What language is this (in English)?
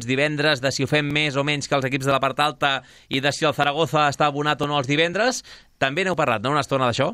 Catalan